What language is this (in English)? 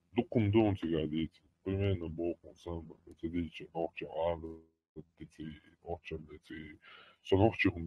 Chechen